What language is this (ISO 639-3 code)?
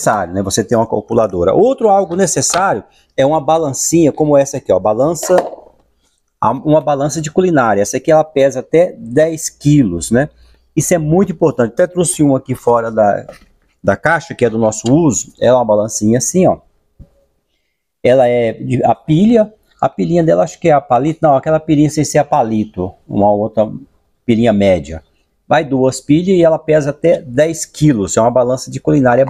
por